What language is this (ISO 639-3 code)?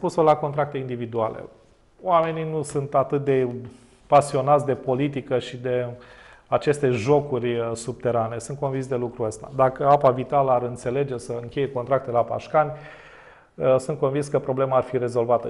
ron